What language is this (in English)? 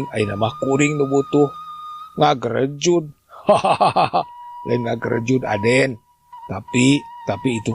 Sundanese